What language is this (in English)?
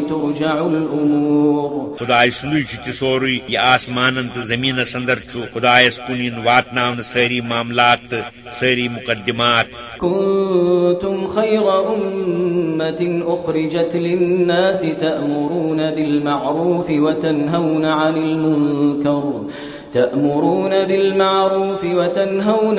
Kashmiri